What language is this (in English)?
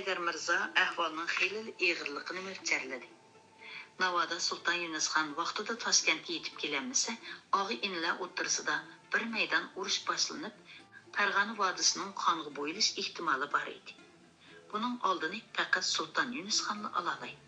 Uyghur